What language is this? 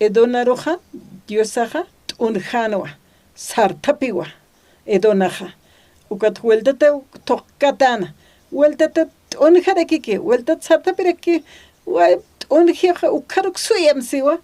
Aymara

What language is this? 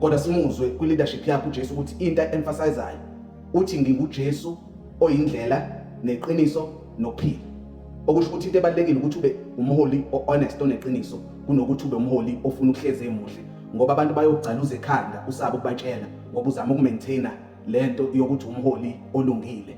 Zulu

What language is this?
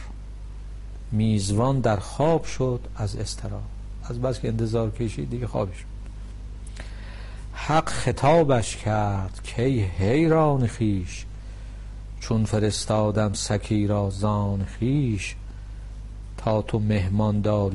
Persian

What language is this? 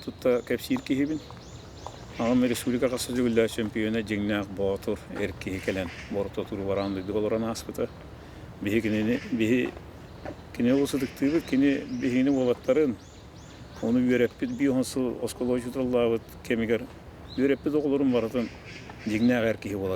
Yakut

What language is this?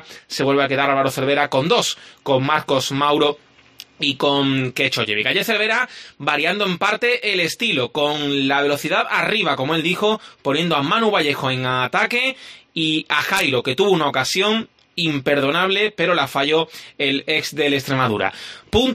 Spanish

